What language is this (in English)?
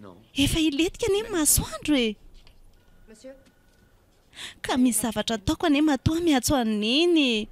Malagasy